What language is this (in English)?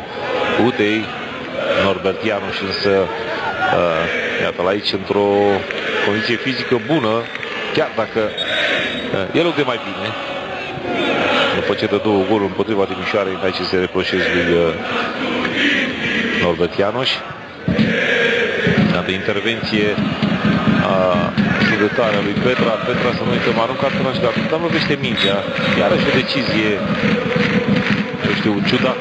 Romanian